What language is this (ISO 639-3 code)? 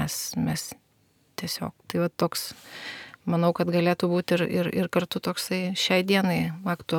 lit